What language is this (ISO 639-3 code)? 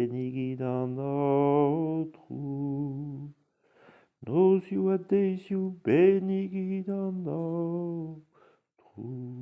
bre